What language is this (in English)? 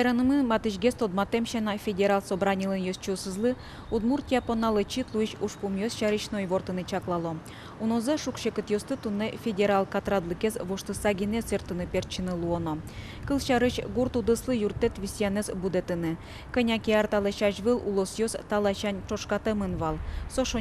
Udmurt